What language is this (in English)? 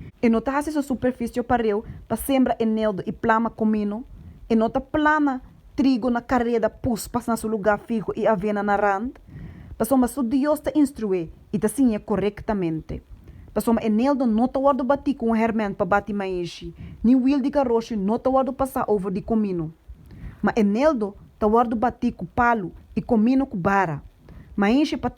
Papiamento